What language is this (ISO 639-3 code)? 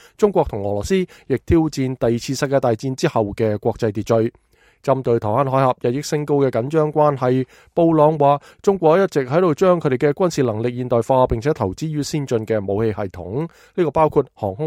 yue